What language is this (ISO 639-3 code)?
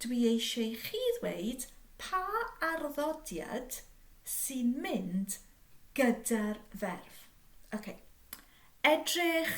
cym